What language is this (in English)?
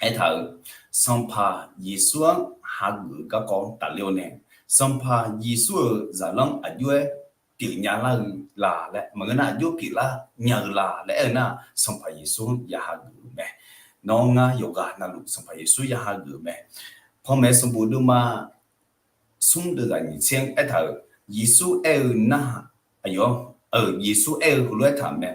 Akha